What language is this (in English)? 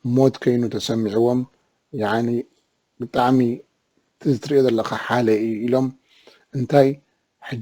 Tigrinya